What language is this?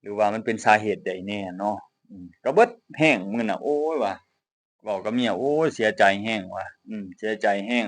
Lao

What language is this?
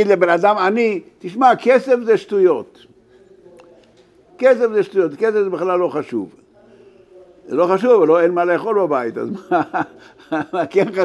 Hebrew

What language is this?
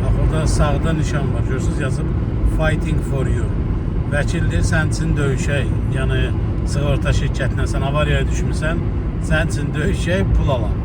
Azerbaijani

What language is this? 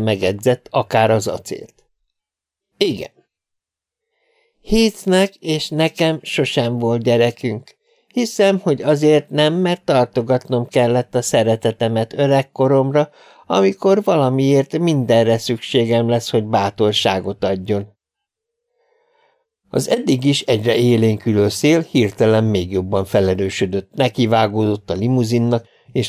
Hungarian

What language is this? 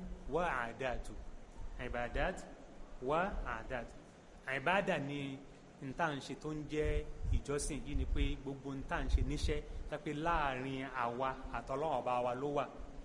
Yoruba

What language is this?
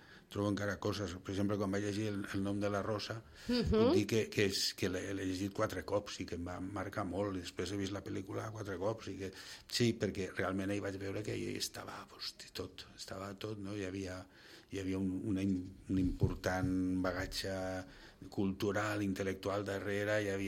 Catalan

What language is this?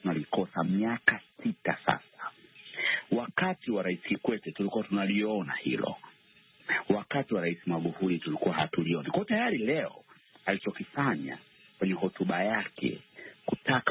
Swahili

